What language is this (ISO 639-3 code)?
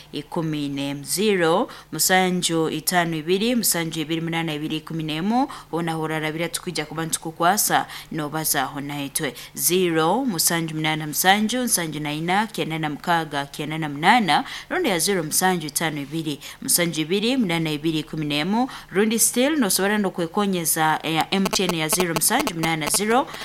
nyo